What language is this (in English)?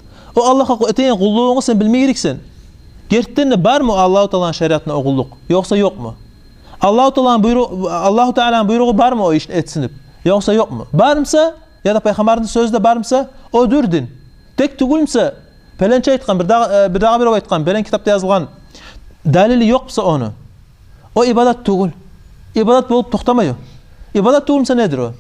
Kumyk